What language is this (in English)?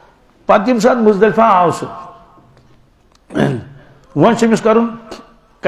Kashmiri